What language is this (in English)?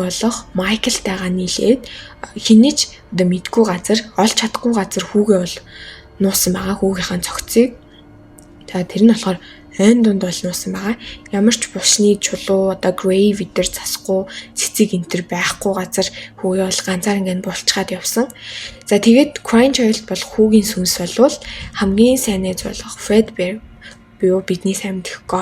Mongolian